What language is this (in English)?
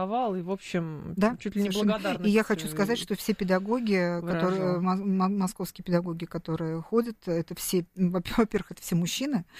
Russian